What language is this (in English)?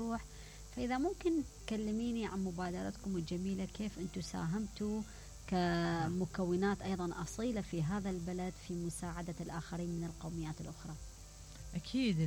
Mesopotamian Arabic